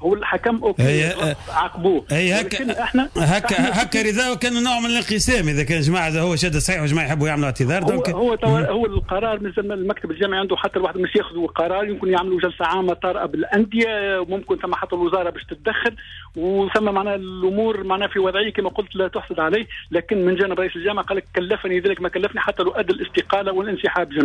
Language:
Tunisian Arabic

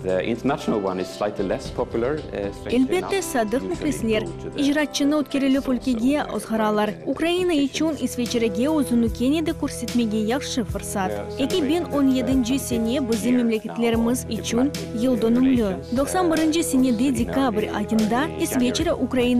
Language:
Crimean Tatar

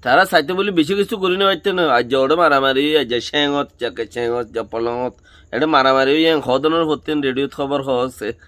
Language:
Rohingya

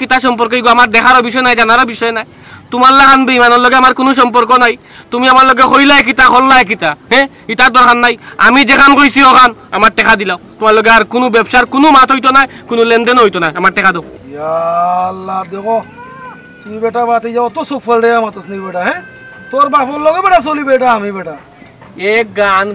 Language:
Sylheti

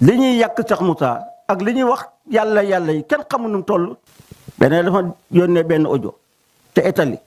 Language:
Wolof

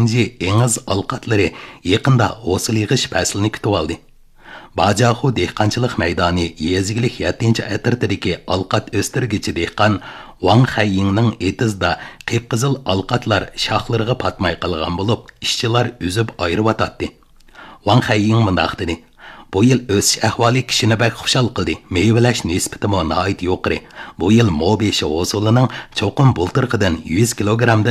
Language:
Uyghur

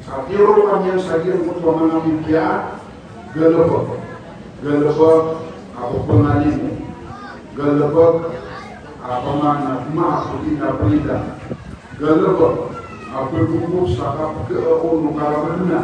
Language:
Maranao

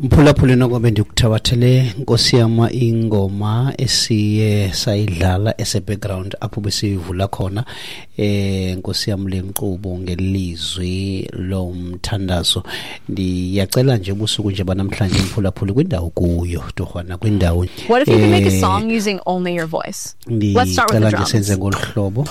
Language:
Xhosa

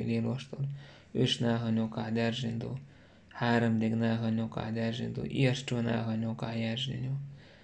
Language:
Chechen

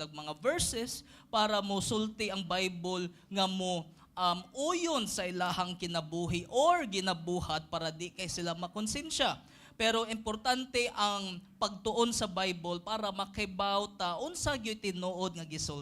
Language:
Cebuano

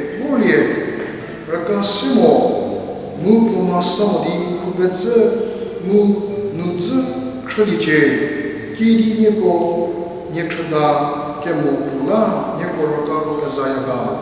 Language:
Angami Naga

